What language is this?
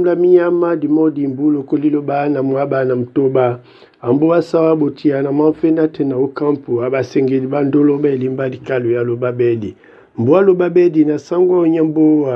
Duala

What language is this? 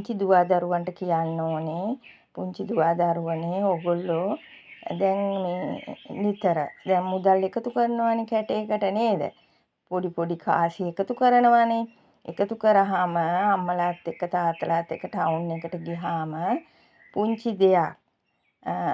Sinhala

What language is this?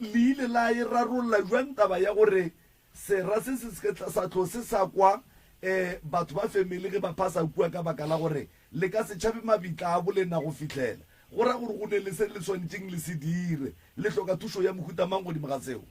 Northern Sotho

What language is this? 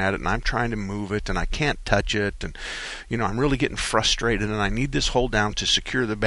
English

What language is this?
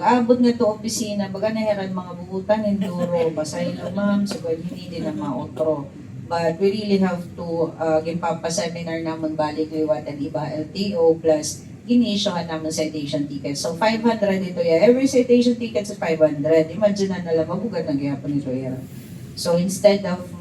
Waray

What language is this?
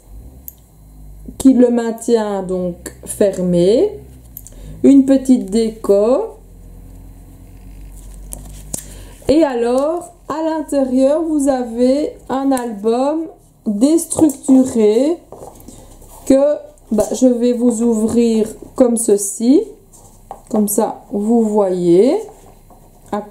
French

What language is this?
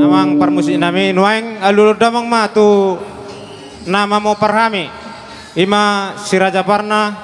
Batak Toba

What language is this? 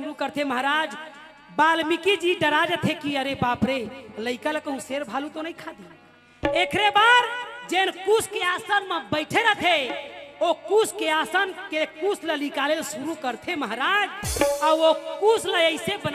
Chhattisgarhi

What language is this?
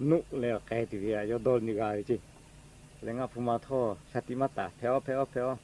Lahu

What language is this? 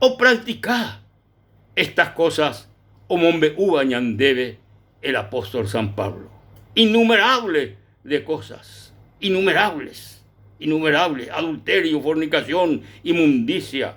Guarani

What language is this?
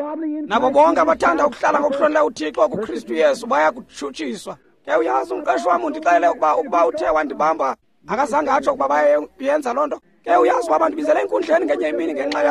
Xhosa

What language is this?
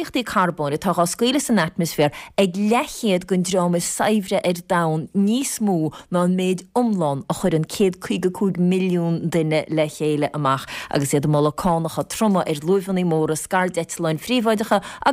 Irish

